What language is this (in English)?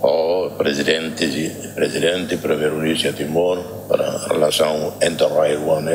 Tetum